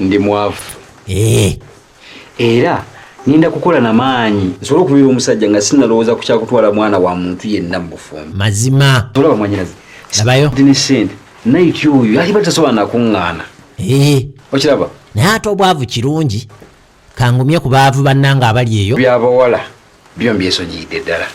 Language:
Ganda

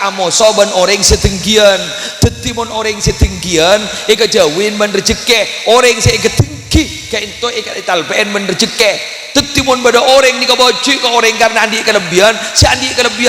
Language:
Madurese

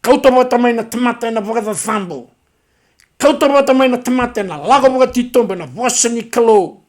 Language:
Fijian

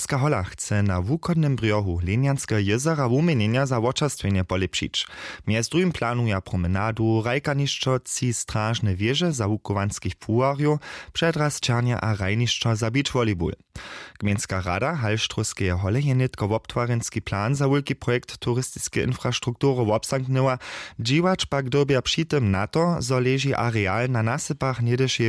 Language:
Upper Sorbian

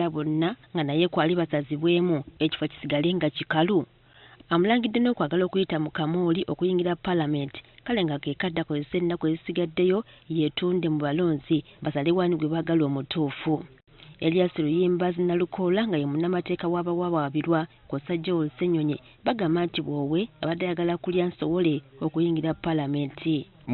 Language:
Ganda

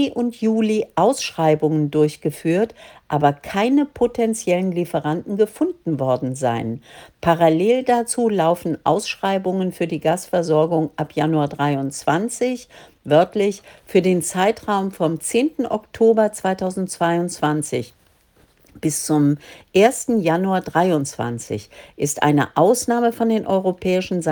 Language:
German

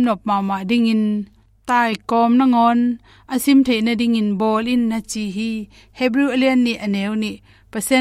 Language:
Tedim Chin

